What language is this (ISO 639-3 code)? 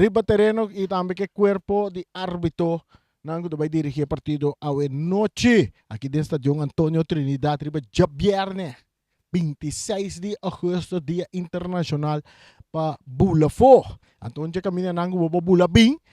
pap